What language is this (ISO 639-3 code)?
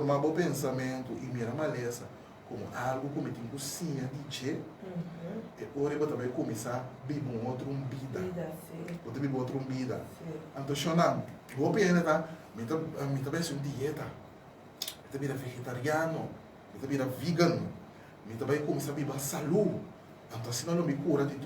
pap